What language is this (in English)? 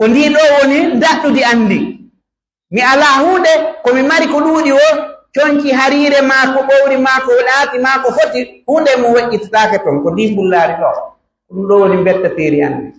Pular